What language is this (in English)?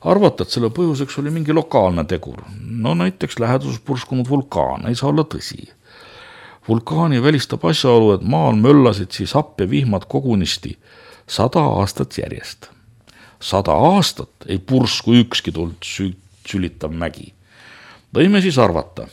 Estonian